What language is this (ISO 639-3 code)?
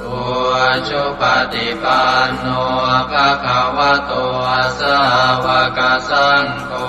pli